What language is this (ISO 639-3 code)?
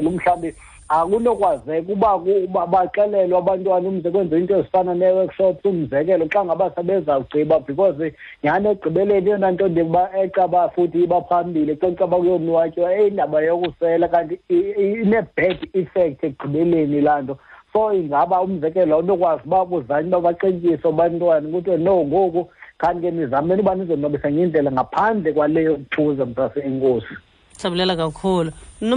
xho